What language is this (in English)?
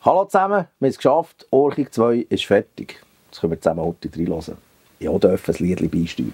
Swiss German